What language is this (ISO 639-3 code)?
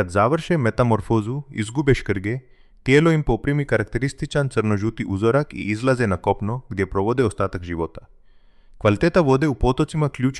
hrv